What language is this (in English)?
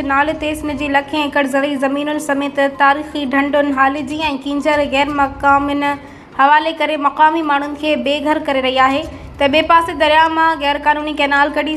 Sindhi